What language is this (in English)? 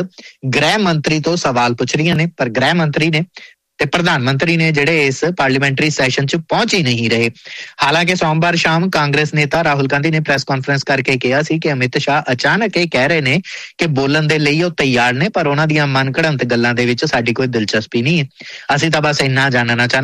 Punjabi